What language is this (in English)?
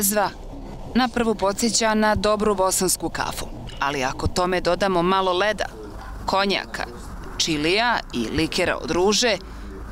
Bosnian